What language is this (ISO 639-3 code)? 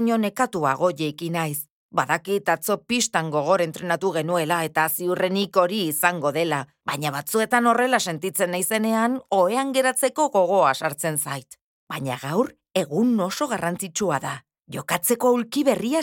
eus